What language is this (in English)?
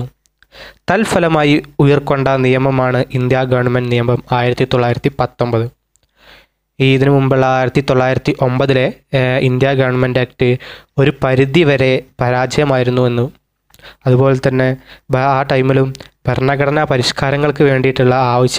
Malayalam